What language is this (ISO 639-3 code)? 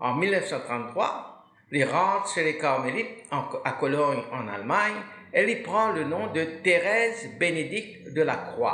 mfe